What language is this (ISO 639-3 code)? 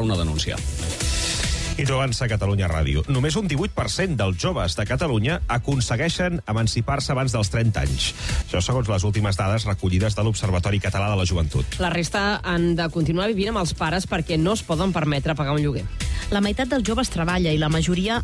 cat